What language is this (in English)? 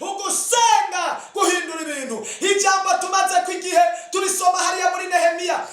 Rundi